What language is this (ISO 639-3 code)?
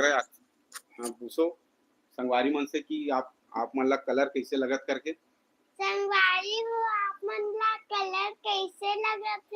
hne